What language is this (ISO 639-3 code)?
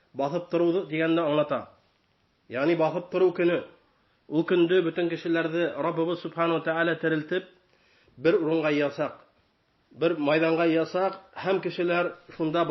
bak